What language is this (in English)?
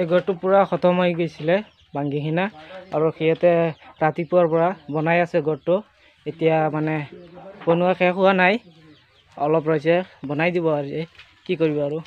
Assamese